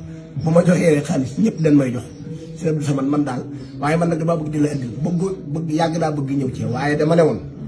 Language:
Wolof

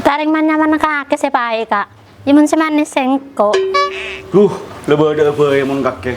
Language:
Madurese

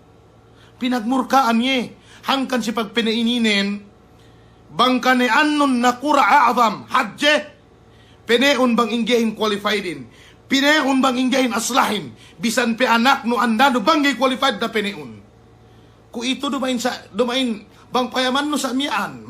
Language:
Yakan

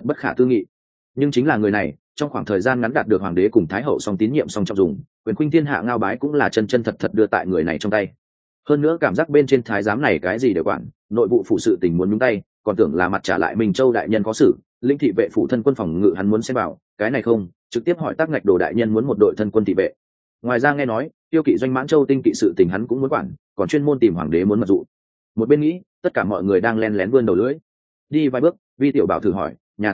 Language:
Vietnamese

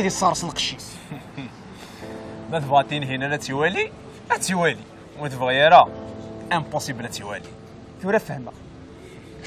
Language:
Kabyle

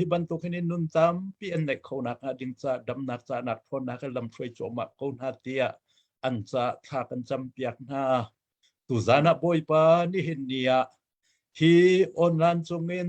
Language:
Hakha Chin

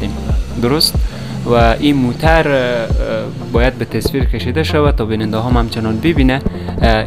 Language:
Persian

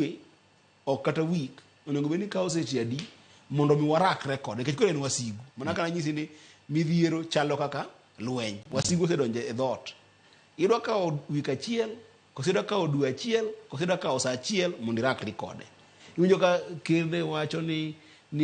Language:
Luo (Kenya and Tanzania)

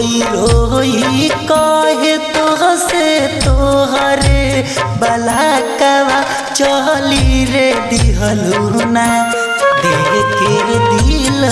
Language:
Bhojpuri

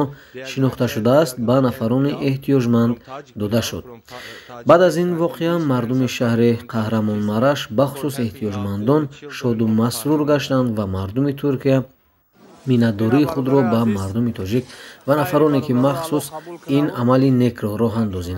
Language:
Tajik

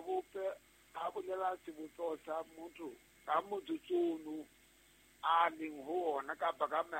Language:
Southern Sotho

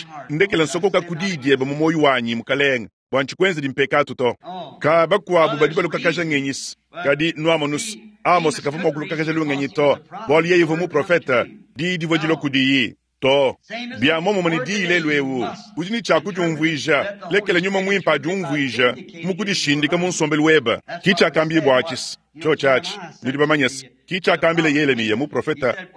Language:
Luba-Lulua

